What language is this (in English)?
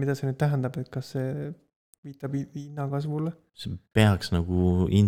Estonian